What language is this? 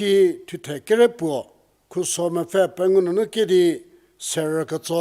Angami Naga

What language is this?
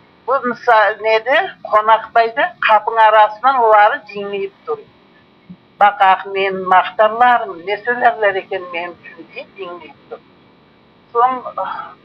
Crimean Tatar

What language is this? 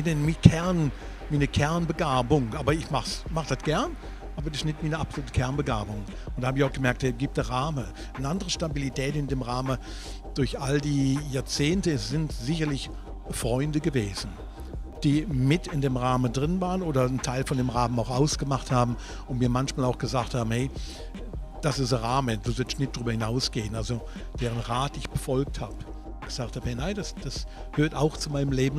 Swiss German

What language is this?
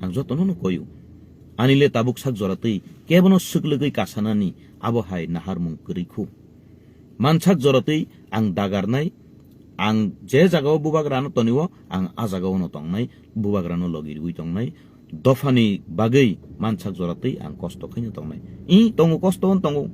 Kok Borok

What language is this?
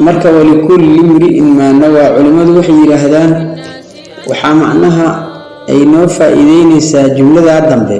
Somali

